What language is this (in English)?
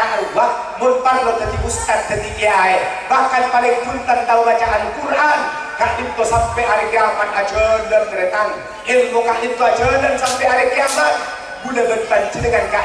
Madurese